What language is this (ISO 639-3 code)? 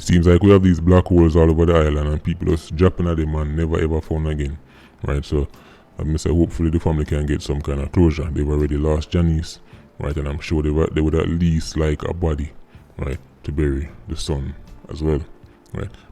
jam